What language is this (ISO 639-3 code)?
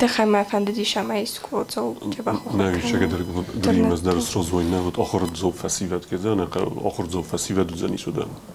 oss